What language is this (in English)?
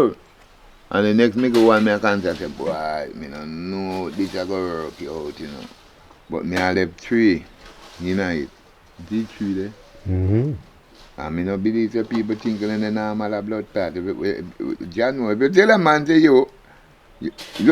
Jamaican Creole English